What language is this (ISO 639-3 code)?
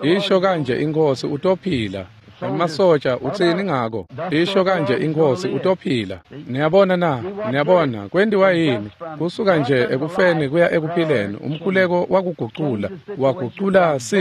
ssw